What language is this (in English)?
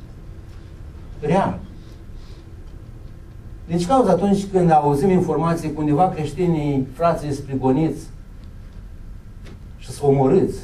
Romanian